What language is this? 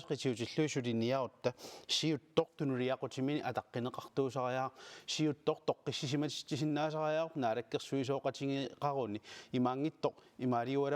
Kalaallisut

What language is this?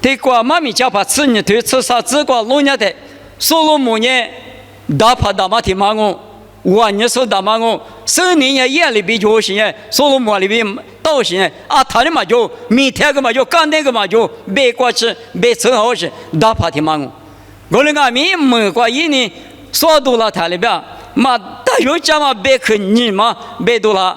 Lisu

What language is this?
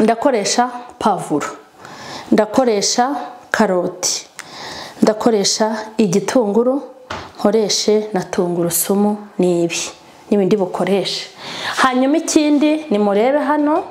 Kinyarwanda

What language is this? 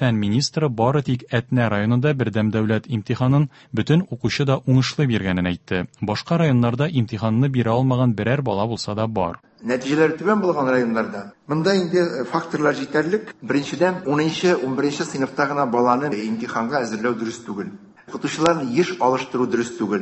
Tatar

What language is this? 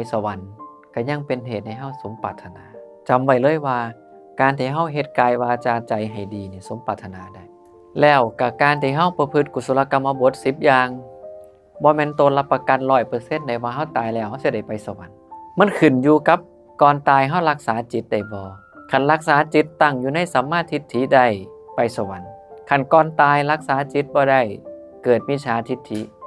Northeastern Thai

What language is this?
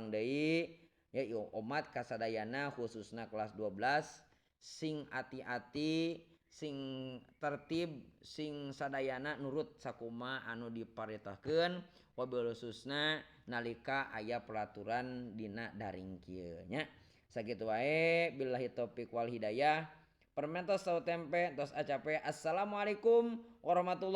Sundanese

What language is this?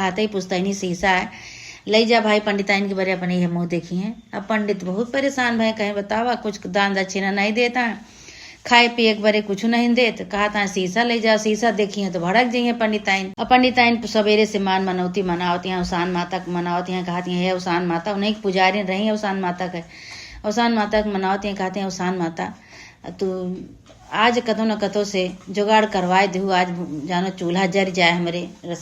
Awadhi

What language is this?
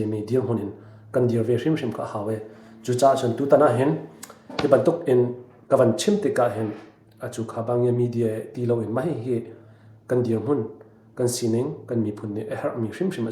Hakha Chin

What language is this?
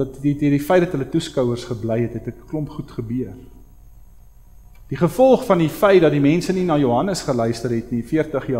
Afrikaans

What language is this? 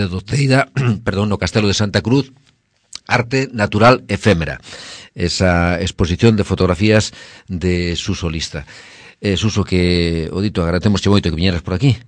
Galician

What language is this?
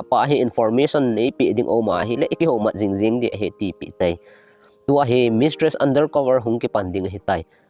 Thado Chin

